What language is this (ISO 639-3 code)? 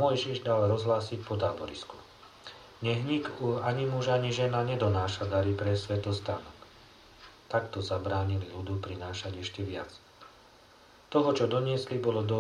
slk